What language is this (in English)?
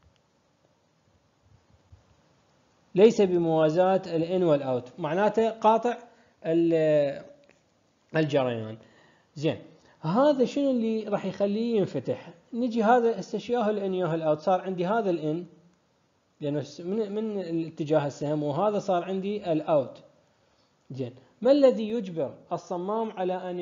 Mesopotamian Arabic